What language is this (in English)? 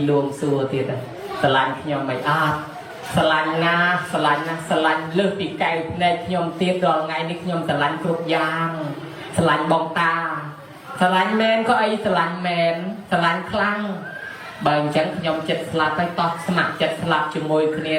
Khmer